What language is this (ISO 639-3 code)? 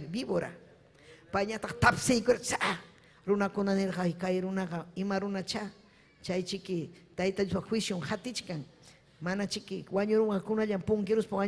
quy